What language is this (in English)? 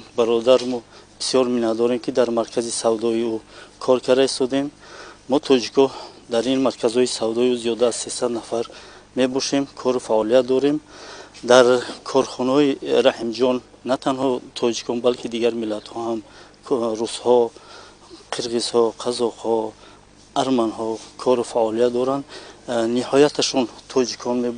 Tajik